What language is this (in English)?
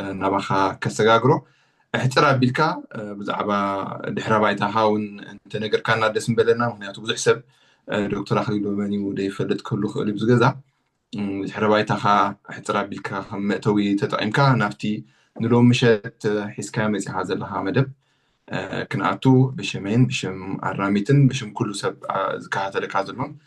Tigrinya